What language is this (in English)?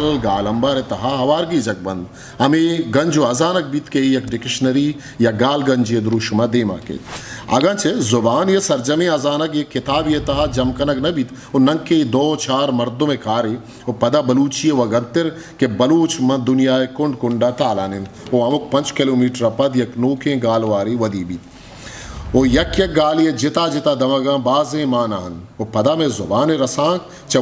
Eastern Balochi